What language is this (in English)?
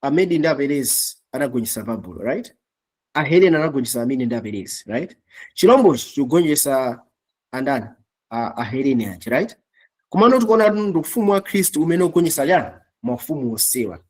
Nyanja